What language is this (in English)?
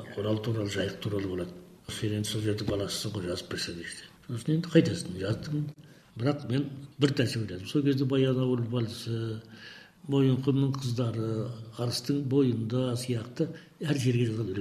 Kazakh